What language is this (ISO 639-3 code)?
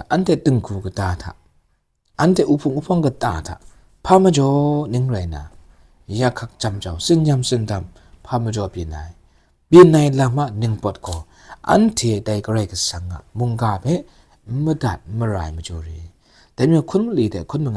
kac